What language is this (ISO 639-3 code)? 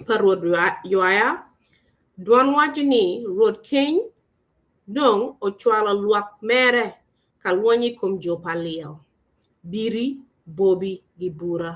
ach